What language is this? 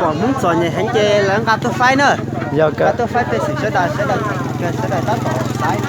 Hmong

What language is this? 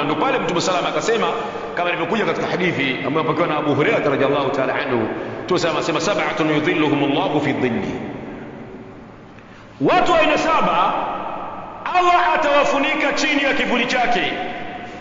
Swahili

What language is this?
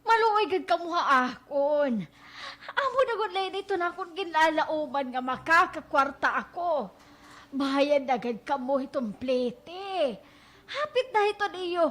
Waray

